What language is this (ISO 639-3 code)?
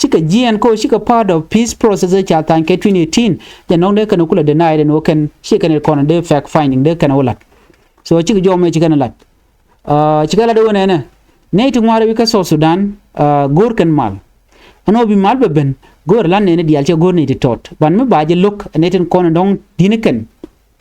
nus